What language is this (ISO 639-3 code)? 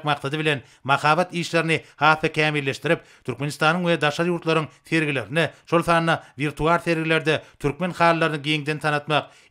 tuk